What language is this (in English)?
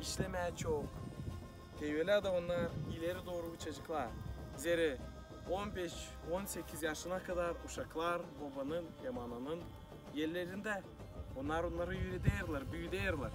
Gagauz